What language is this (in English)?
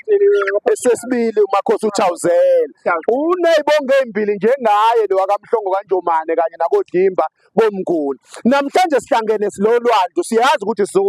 Zulu